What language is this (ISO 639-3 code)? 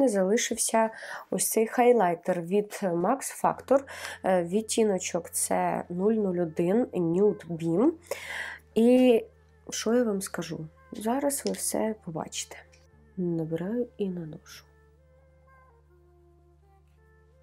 ukr